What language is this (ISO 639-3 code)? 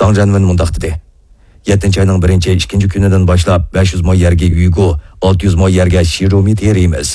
uig